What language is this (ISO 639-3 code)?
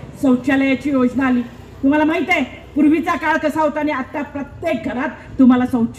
mar